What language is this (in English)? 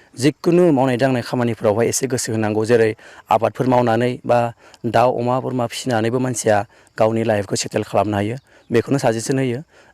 Bodo